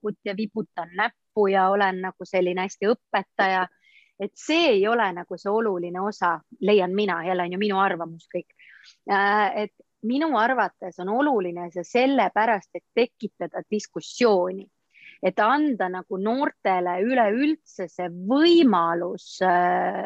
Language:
Estonian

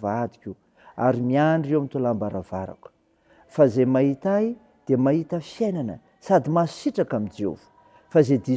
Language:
Malagasy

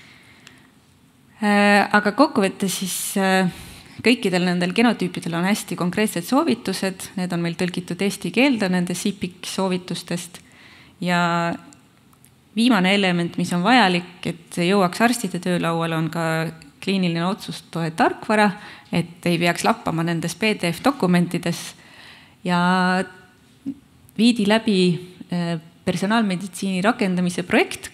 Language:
Estonian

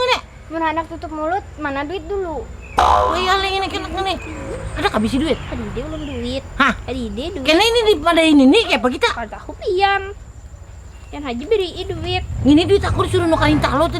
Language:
Banjar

